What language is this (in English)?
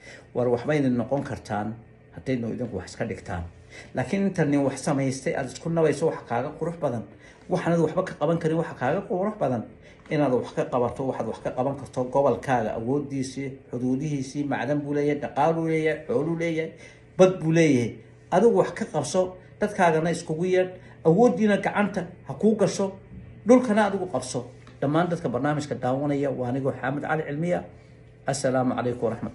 Somali